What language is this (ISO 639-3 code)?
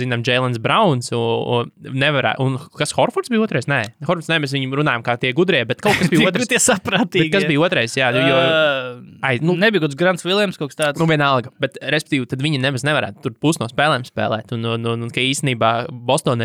lav